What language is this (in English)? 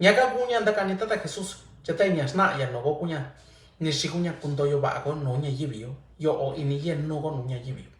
Mixtepec Mixtec